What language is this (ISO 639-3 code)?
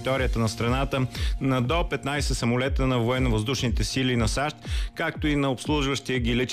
bul